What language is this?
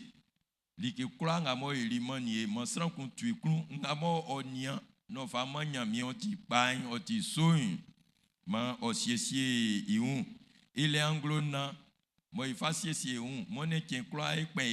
Baoulé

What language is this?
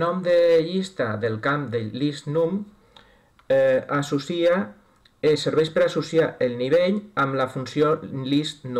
Catalan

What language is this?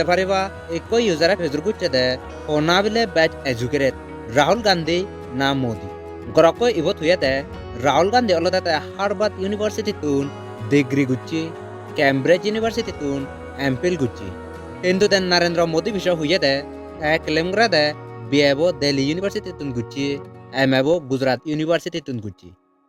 Chakma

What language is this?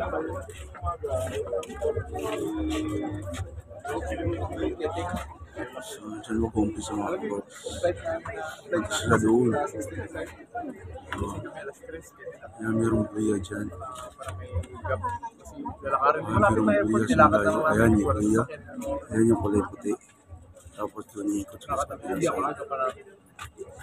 Filipino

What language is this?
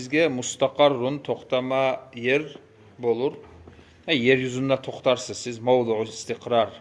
Kumyk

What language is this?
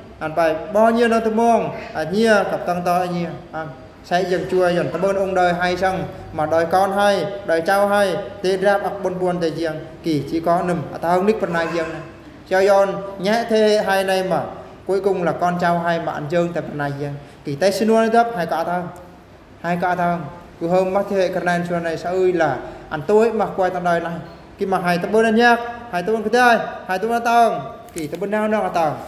Eastern Bru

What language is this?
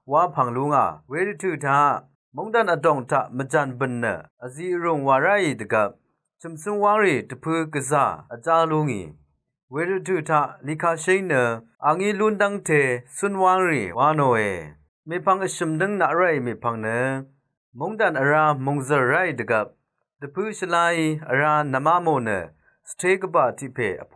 Rawang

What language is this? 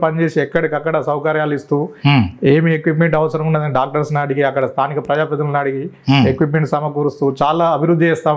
Telugu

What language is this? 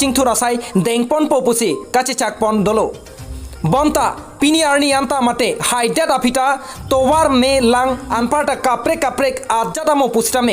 Karbi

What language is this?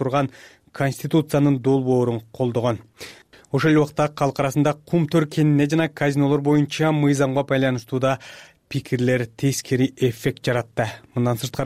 Kyrgyz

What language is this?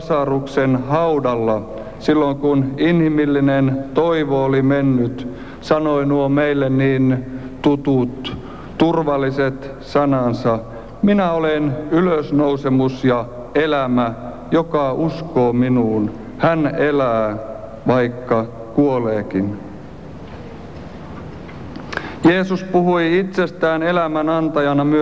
Finnish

